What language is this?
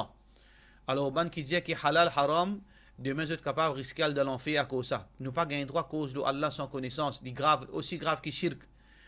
Morisyen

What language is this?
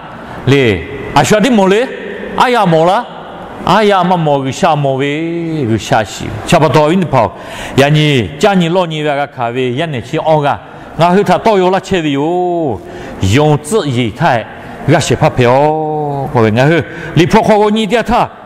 Lahu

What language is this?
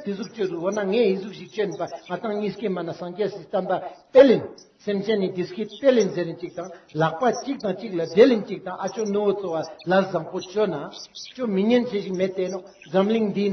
Ladakhi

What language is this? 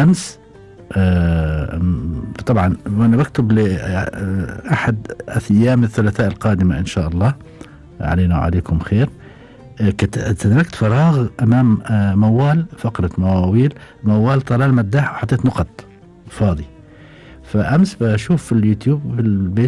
Gulf Arabic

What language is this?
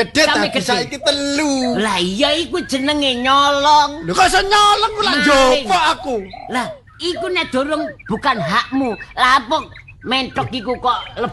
Javanese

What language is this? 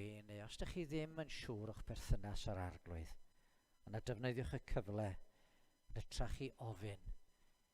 Welsh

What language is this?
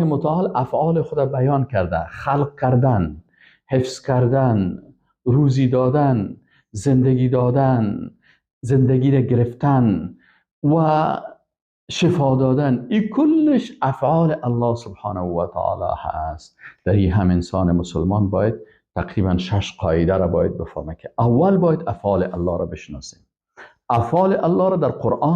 Persian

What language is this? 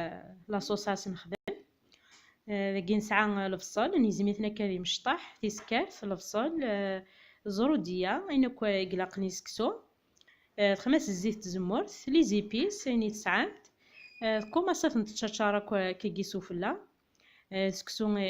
Kabyle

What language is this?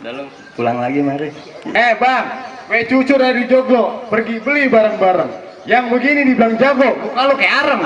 Betawi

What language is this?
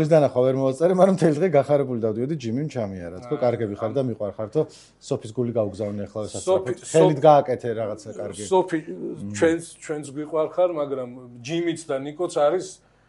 Georgian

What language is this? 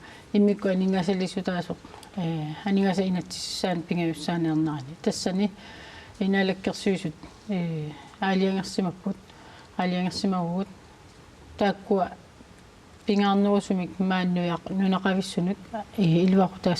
Kalaallisut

